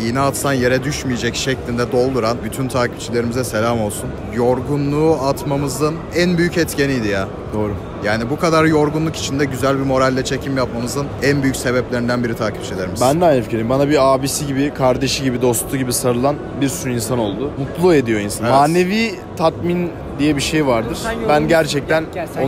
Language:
Turkish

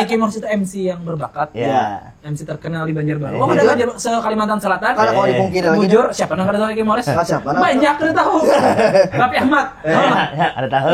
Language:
Banjar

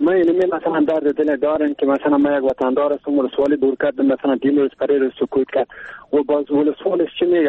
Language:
Persian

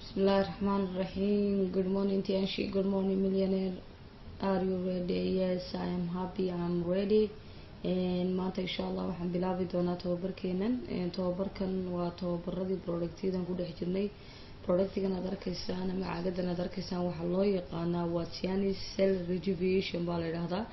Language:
Somali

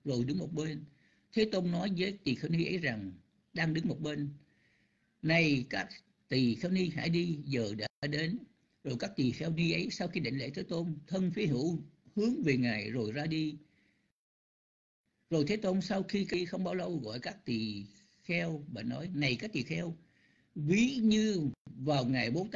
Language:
Vietnamese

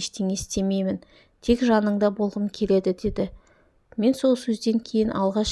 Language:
Kazakh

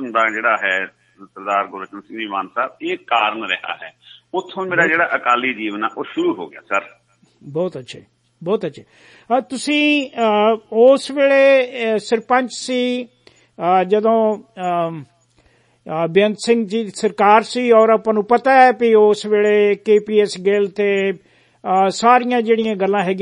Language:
Punjabi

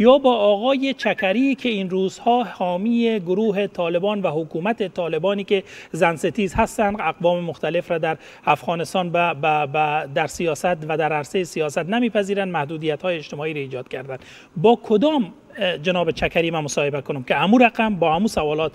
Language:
Persian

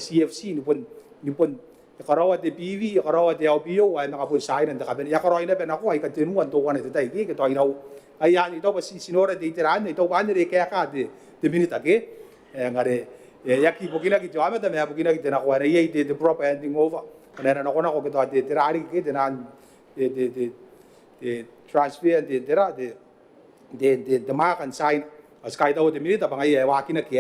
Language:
Gilbertese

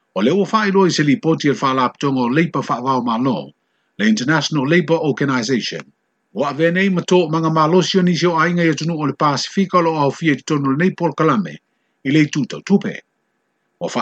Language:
Samoan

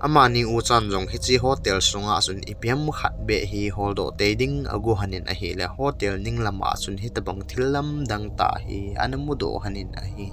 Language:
Thado Chin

